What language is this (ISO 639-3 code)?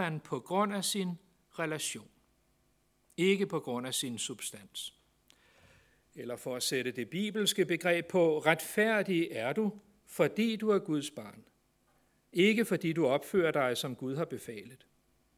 dan